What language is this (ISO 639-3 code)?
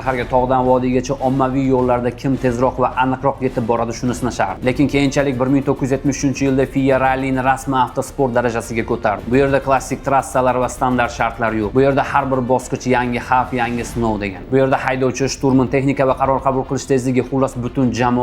uzb